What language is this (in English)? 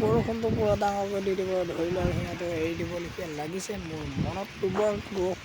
Assamese